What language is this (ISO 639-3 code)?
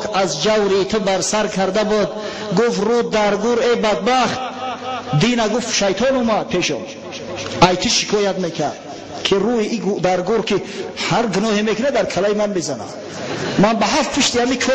tgk